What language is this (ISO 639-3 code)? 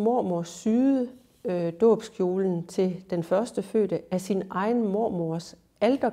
dan